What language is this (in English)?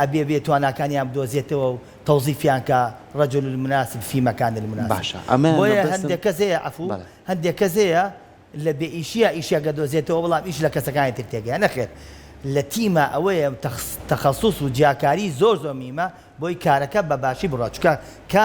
Central Kurdish